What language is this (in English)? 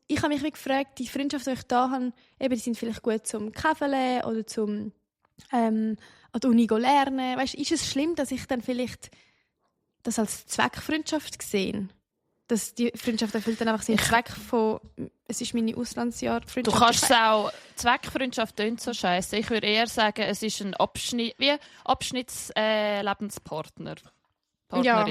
Swiss German